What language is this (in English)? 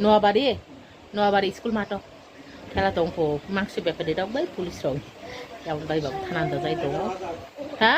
Kok Borok